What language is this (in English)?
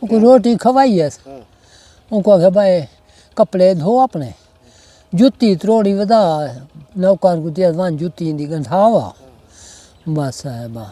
Saraiki